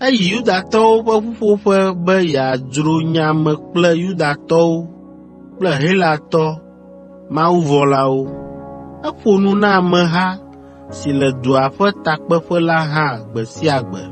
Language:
Ewe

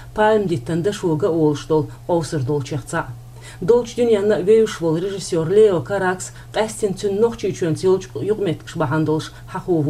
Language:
Chechen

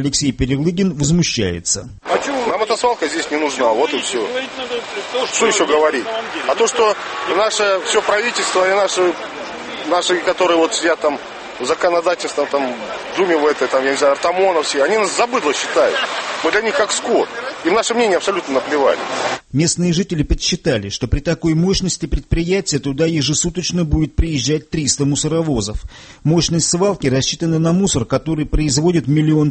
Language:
Russian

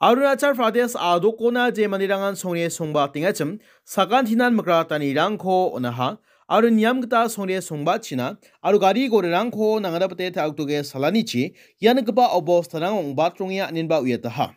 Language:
Garo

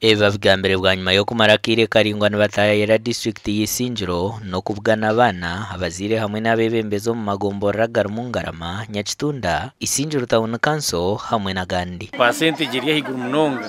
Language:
Nyankole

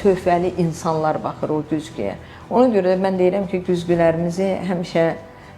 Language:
Azerbaijani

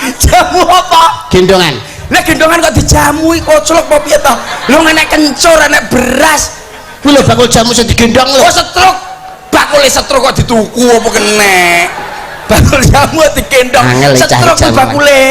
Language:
Javanese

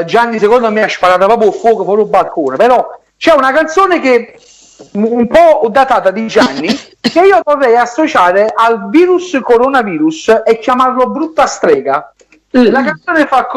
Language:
Neapolitan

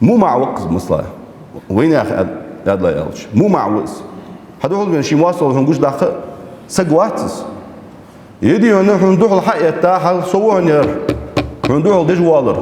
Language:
Ingush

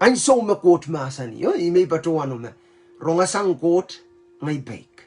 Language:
Pohnpeian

